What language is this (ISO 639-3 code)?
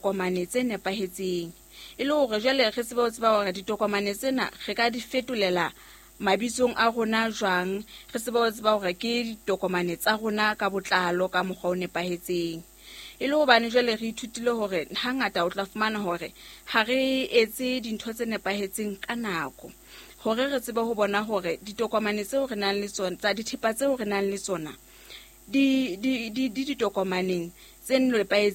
sot